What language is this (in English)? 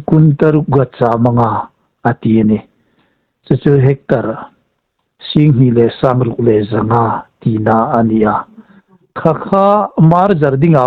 Hmar